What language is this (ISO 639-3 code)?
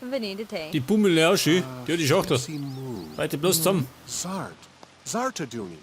bar